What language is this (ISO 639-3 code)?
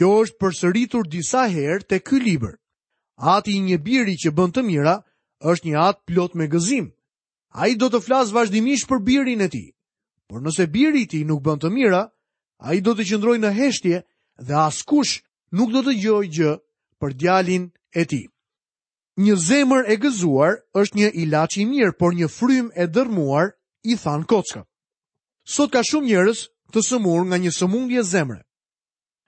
sqi